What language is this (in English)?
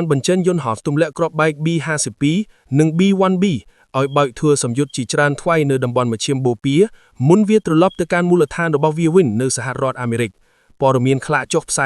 Khmer